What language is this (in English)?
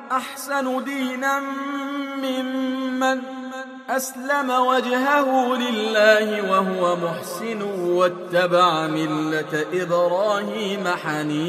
Arabic